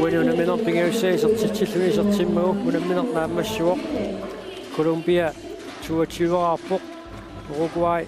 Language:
Kalaallisut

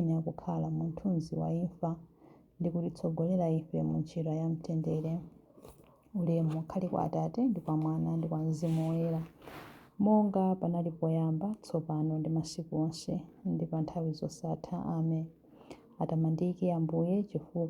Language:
Nyanja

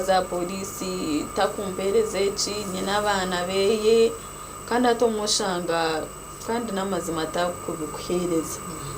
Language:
Nyankole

